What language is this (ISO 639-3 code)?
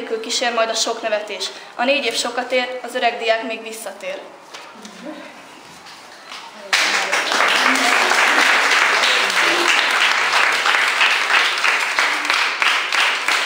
hun